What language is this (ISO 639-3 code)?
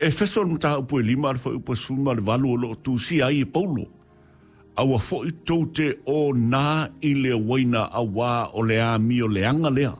smo